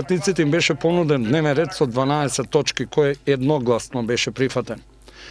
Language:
Macedonian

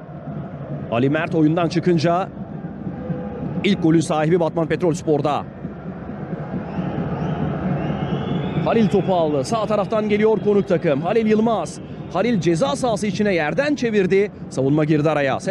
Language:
Turkish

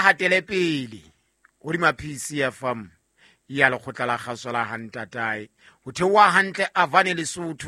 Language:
Southern Sotho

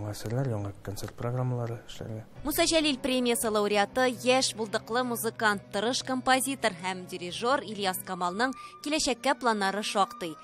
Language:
Tatar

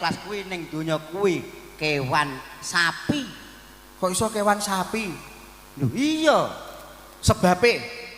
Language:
Javanese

